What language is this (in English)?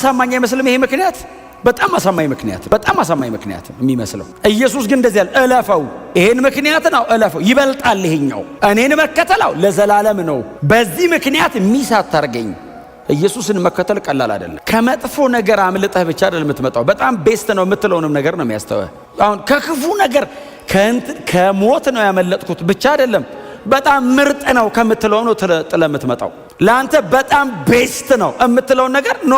Amharic